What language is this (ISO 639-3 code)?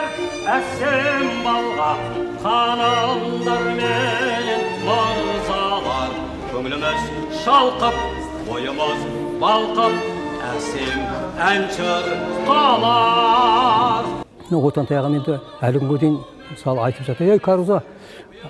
kaz